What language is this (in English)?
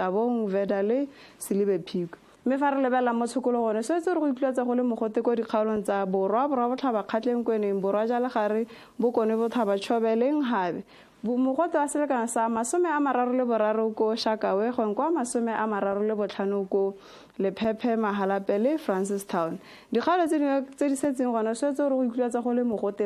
Tswana